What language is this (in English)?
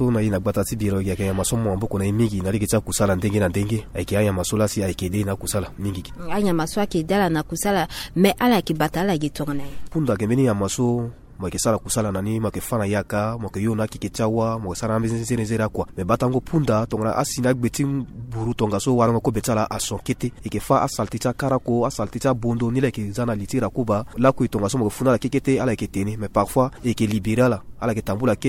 Sango